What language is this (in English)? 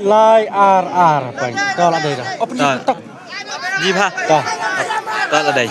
Khasi